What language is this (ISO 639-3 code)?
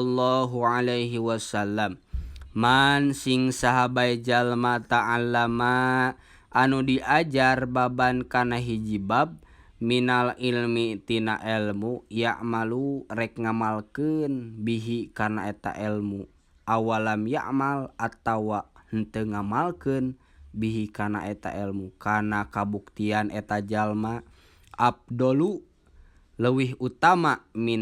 sun